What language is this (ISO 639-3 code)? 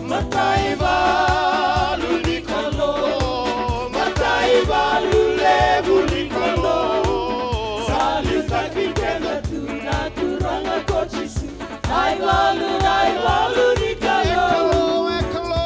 fij